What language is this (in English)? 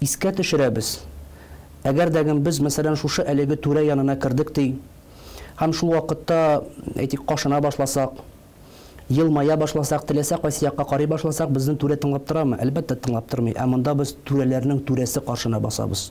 Tatar